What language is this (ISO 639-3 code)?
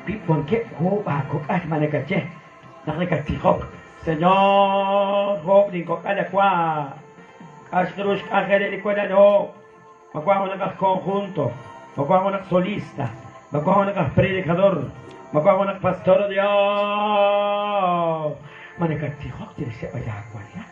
kek